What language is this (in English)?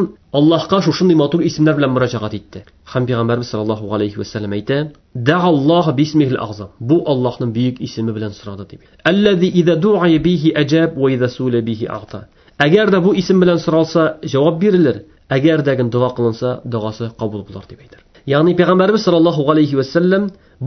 Tatar